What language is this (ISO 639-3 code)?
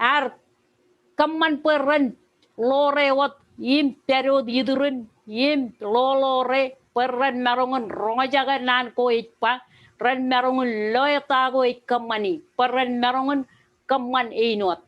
mah